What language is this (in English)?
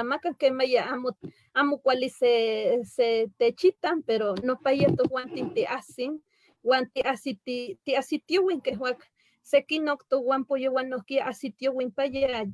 Eastern Huasteca Nahuatl